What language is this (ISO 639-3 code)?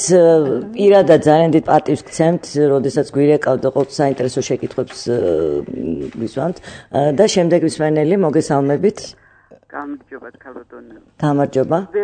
kat